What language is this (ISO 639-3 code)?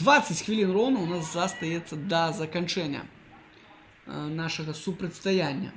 bel